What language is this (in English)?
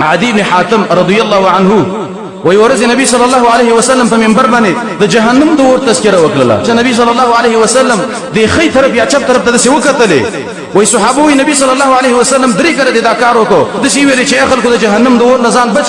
Pashto